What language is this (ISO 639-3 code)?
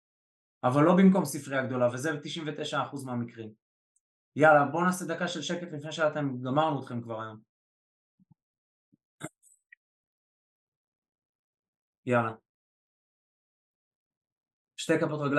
heb